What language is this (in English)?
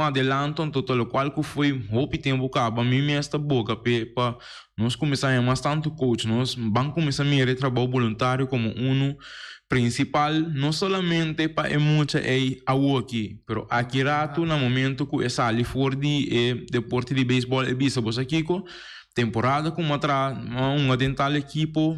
Papiamento